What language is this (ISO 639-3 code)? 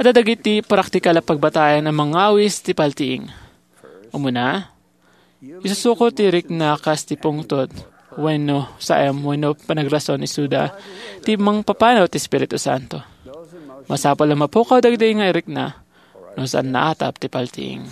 ilo